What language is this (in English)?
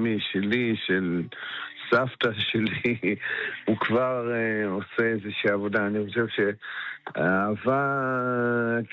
Hebrew